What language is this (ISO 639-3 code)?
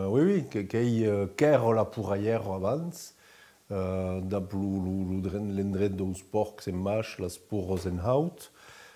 oci